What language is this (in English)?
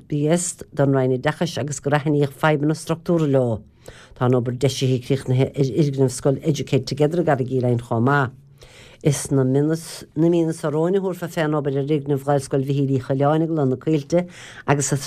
Irish